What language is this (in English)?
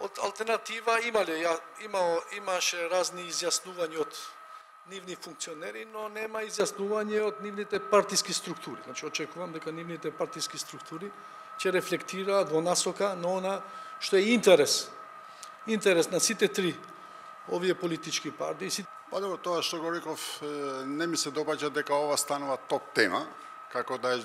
Macedonian